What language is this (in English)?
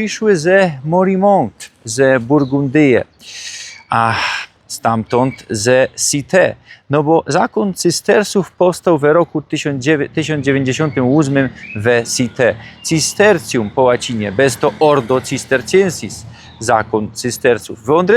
Silesian